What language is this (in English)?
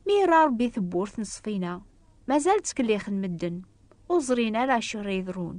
Kabyle